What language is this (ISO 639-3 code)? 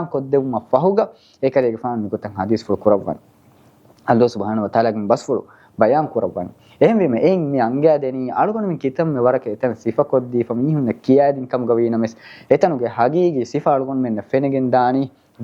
div